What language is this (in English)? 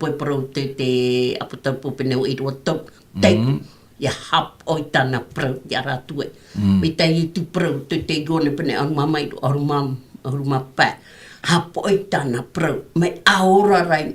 Tahitian